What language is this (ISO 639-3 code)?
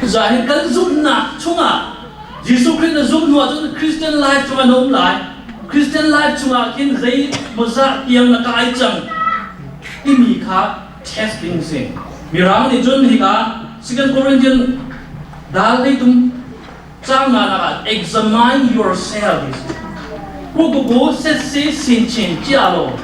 cnh